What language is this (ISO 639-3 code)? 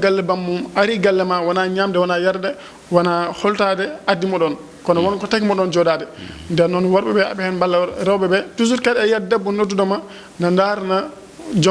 ful